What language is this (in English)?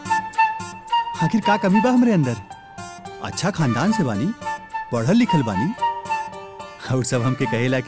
Bhojpuri